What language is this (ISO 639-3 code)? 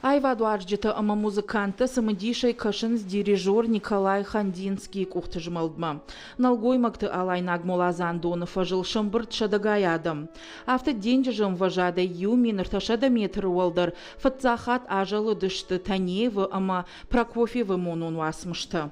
oss